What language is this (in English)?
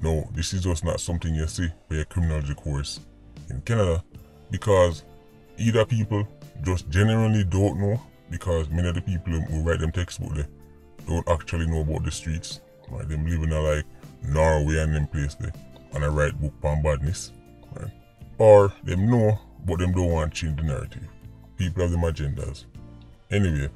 Jamaican Creole English